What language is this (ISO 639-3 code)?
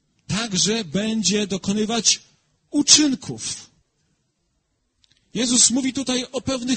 pol